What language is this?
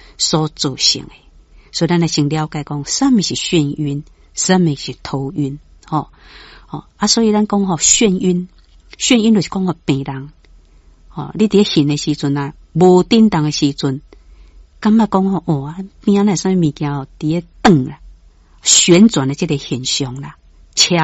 Min Nan Chinese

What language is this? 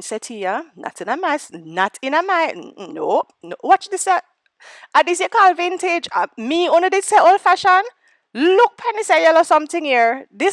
Jamaican Creole English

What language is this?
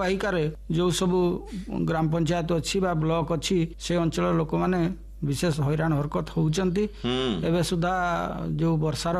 Odia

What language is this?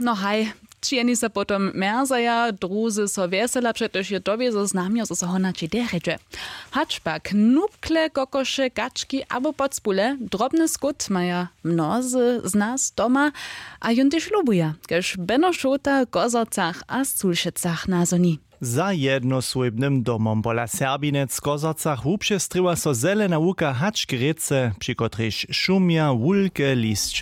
Upper Sorbian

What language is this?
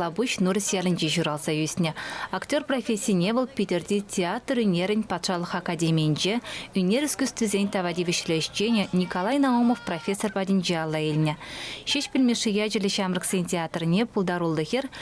Chuvash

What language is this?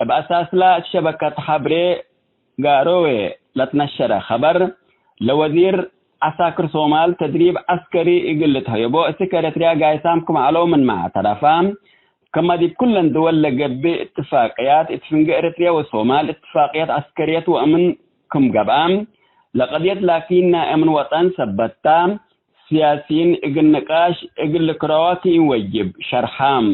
Tigre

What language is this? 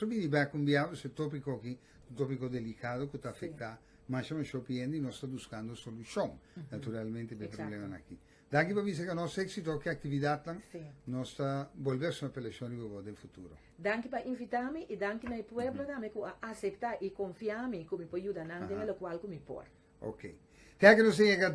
Papiamento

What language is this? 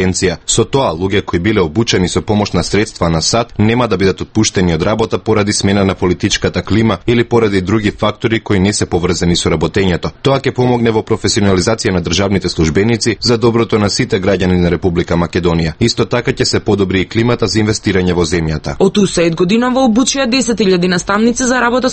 Macedonian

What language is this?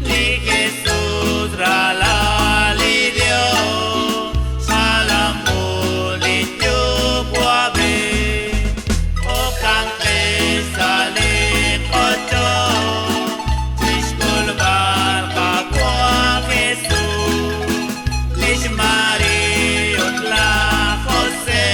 Kekchí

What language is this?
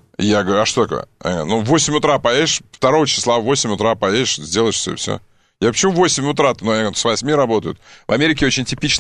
Russian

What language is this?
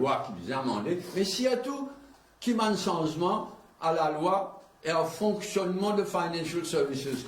Morisyen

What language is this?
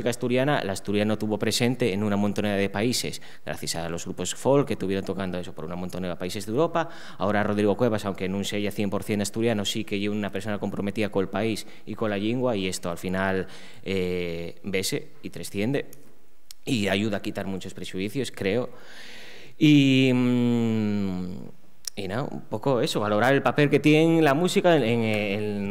Asturian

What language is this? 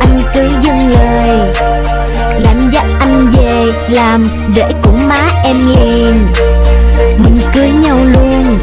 Hmong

